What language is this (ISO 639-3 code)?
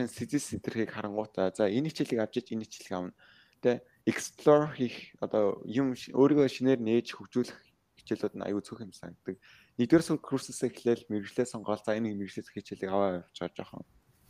mon